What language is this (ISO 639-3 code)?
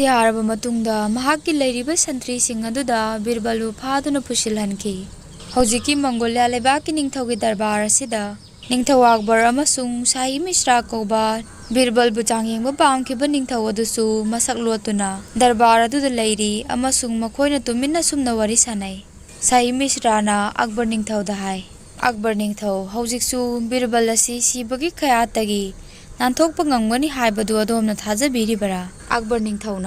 mni